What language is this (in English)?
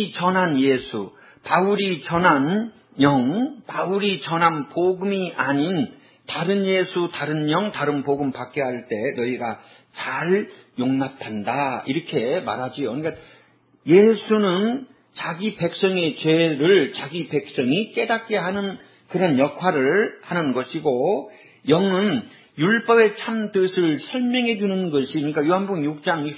Korean